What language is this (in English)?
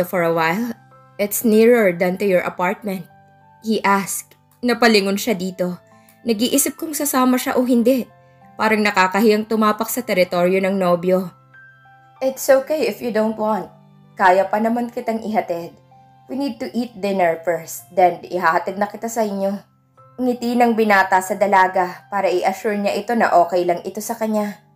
Filipino